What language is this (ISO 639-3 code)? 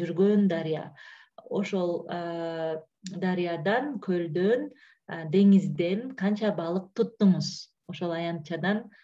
kir